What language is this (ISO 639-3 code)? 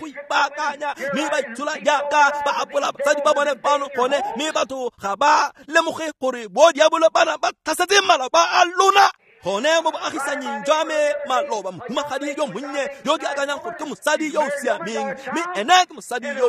tsn